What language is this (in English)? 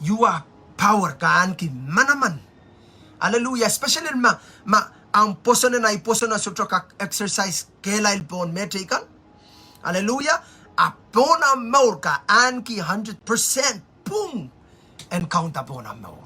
Pohnpeian